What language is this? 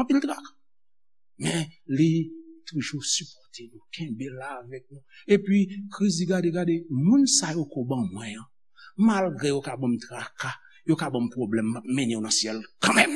Haitian Creole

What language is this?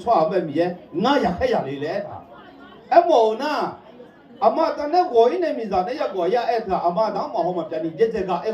Akha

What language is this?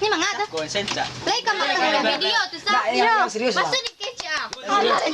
Minangkabau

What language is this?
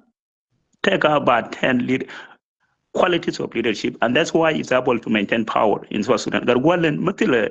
Nuer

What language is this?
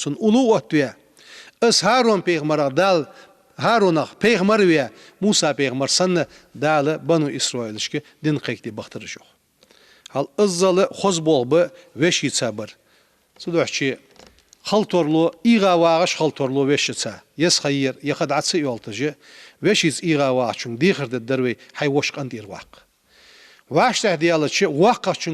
Ingush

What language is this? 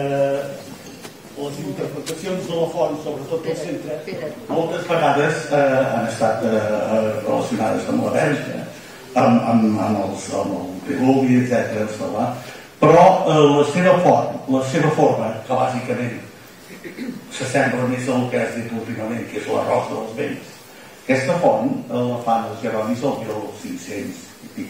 Catalan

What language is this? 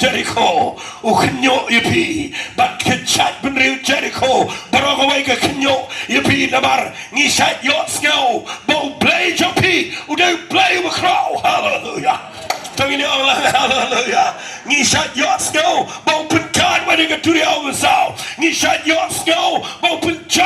Khasi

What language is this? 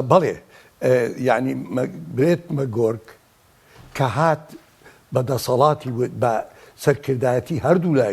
Central Kurdish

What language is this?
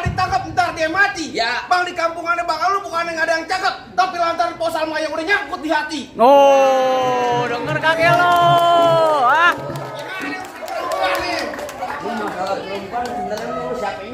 Betawi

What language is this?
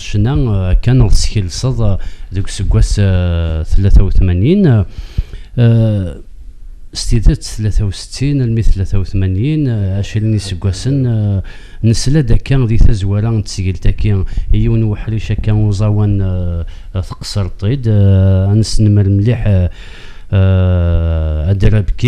Kabyle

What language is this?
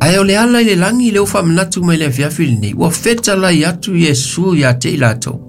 Samoan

